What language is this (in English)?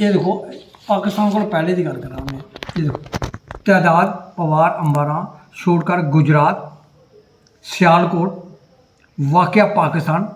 Dogri